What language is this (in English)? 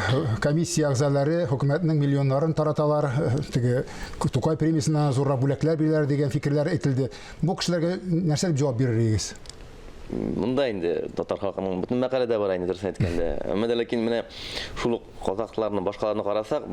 Tatar